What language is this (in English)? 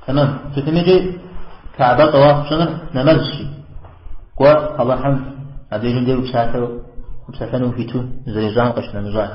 Kabardian